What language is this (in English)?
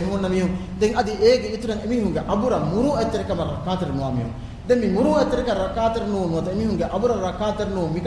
Divehi